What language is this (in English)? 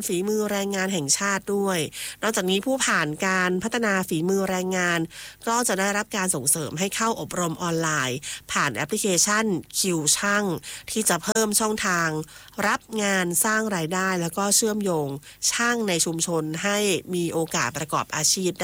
Thai